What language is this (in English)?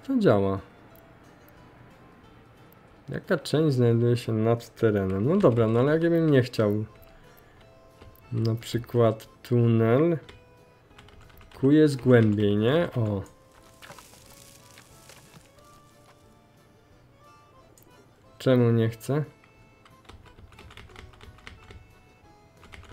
Polish